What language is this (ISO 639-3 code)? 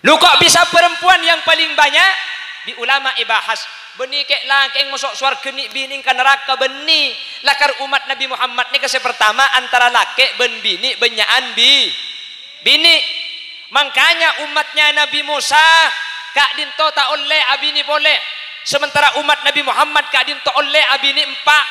mad